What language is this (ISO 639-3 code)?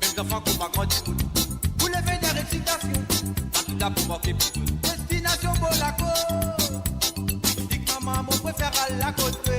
mfe